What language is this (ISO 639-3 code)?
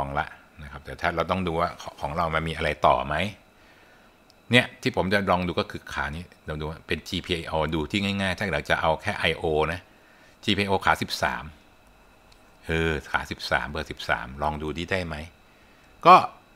tha